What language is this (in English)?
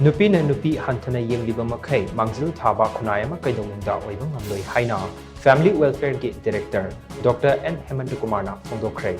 Manipuri